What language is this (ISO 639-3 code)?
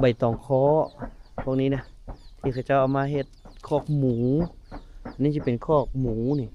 lao